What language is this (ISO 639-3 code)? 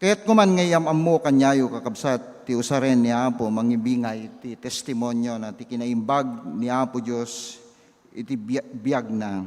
ilo